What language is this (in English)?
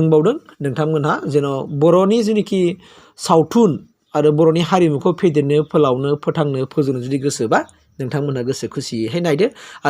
Bodo